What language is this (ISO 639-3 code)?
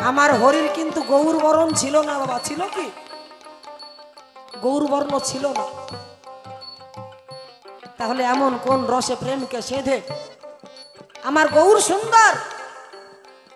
ben